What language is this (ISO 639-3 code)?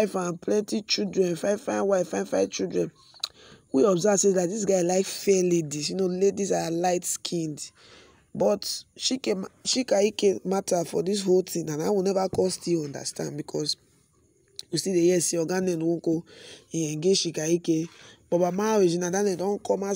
pcm